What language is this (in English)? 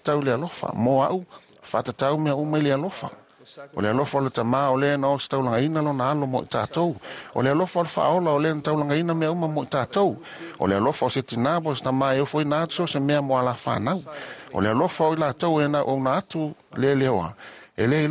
Samoan